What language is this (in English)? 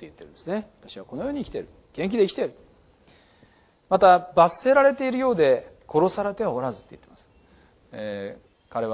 Japanese